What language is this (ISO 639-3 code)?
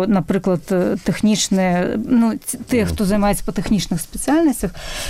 bel